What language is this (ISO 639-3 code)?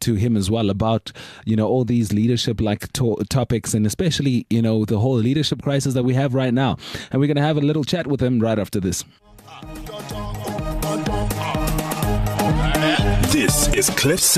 eng